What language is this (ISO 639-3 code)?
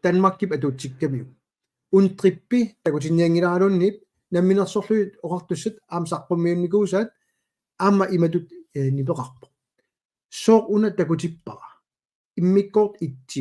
kal